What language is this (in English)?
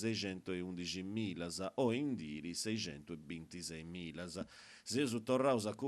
Sardinian